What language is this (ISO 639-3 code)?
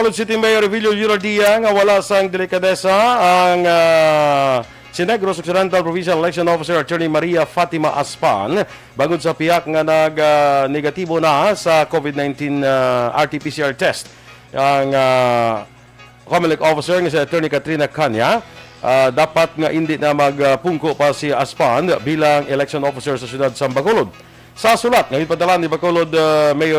hil